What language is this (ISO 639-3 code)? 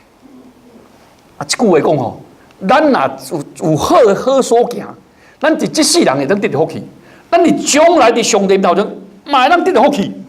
nan